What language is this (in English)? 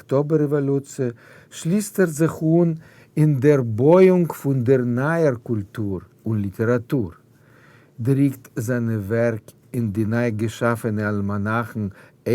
Yiddish